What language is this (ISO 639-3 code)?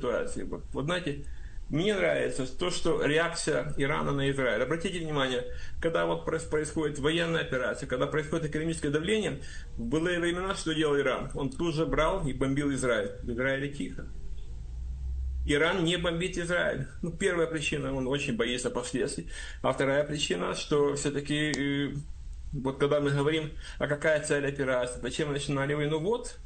rus